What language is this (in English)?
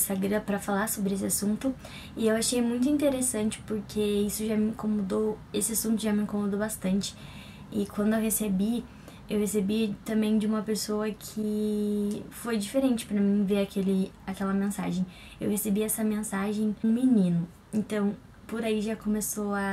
Portuguese